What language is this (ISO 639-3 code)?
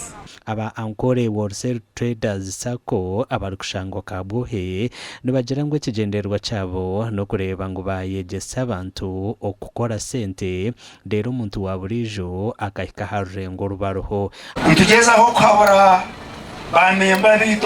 nyn